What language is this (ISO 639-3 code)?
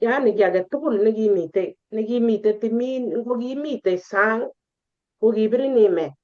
kln